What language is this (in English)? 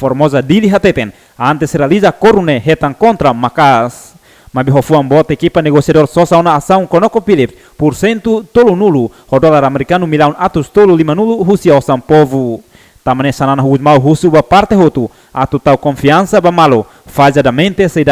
Tetum